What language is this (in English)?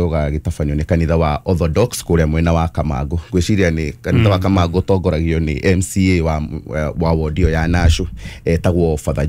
Kikuyu